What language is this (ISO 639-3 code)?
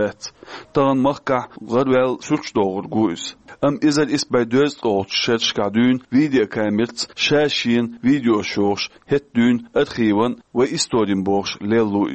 che